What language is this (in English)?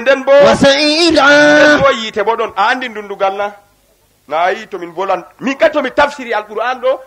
Fula